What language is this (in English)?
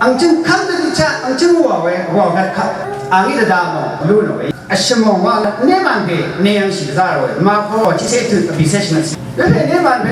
Rawang